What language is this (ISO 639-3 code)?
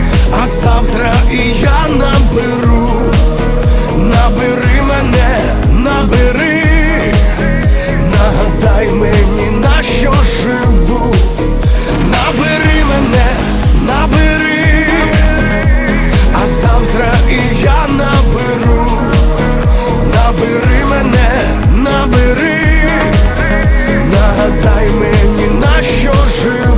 ukr